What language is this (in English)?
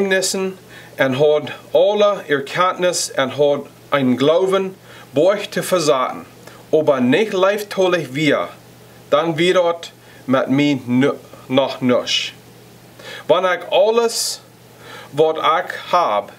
Plautdietsch